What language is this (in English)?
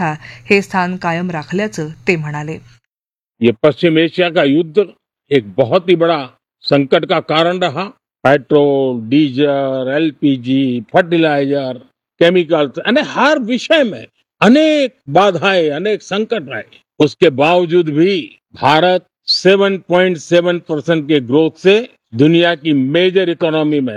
Marathi